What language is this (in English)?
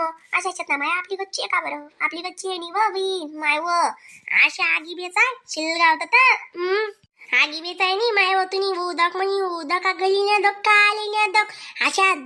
Khandesi